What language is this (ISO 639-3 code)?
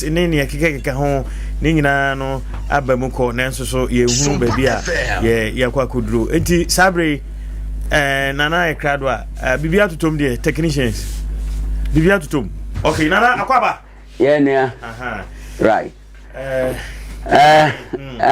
aka